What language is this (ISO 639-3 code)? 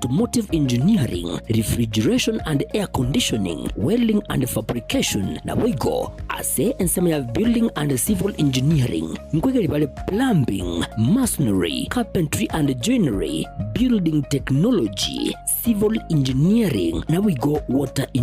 guz